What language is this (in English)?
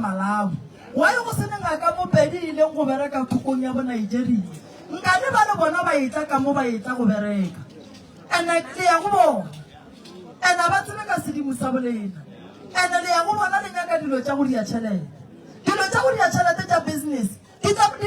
Northern Sotho